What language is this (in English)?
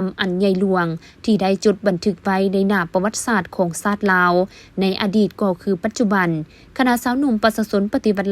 Lao